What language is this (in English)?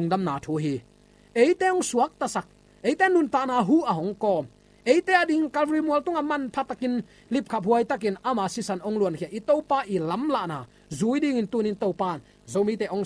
Tedim Chin